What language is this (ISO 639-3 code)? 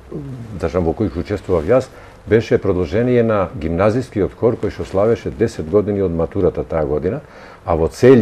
mkd